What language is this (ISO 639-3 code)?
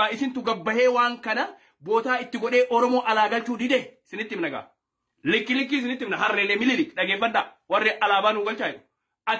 orm